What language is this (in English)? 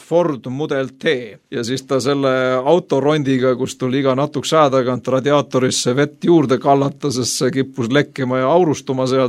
Estonian